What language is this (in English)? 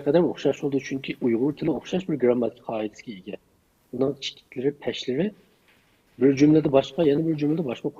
Uyghur